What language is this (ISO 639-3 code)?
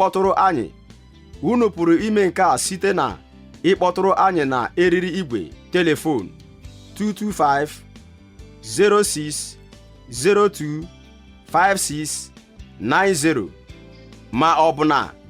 ibo